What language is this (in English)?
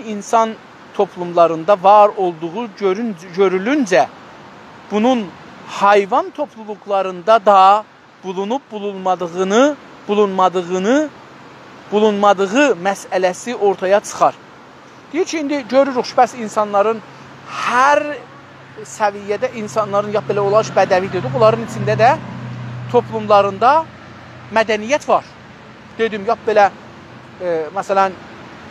South Azerbaijani